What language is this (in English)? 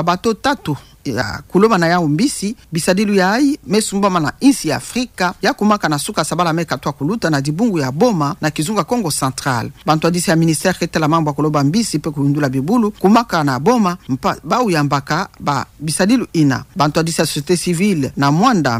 Kituba (Democratic Republic of Congo)